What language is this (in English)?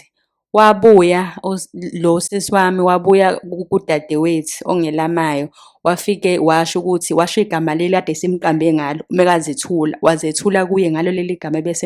Zulu